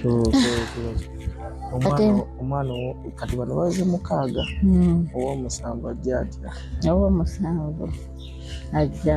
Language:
Ganda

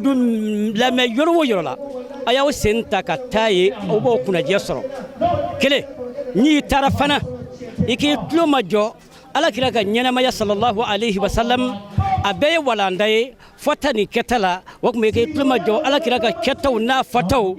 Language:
Bambara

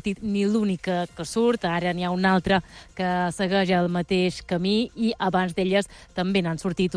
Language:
Catalan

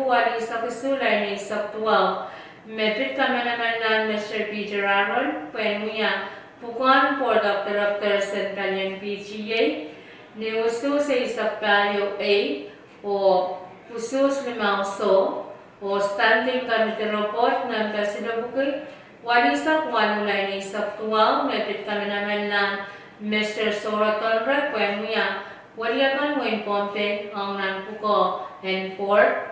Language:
Pohnpeian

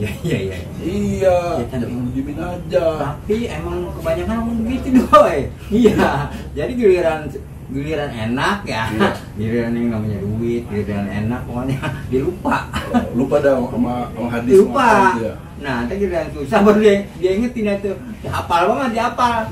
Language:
Betawi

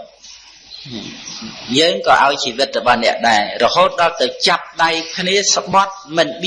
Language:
Khmer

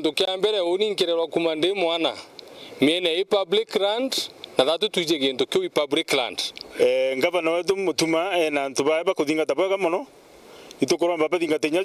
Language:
Meru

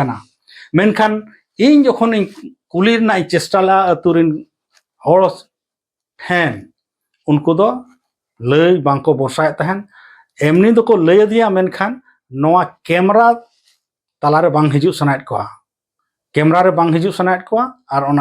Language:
Santali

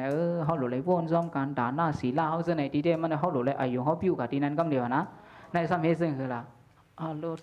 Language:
Shan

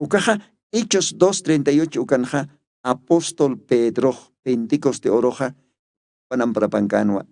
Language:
Aymara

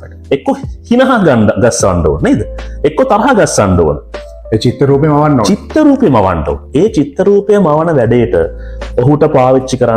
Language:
Sinhala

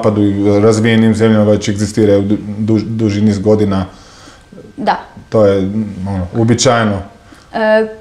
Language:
Croatian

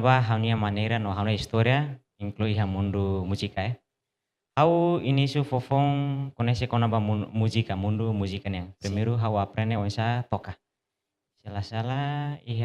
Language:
Tetum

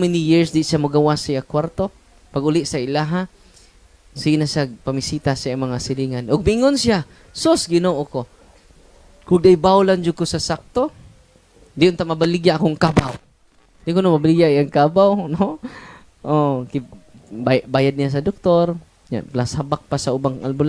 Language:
Cebuano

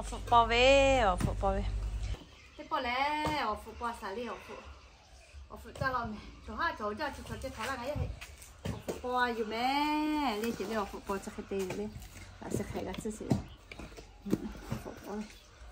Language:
Lahu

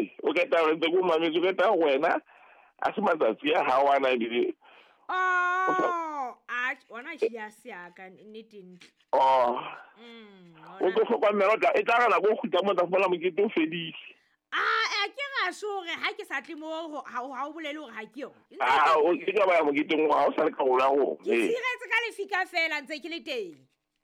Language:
Southern Sotho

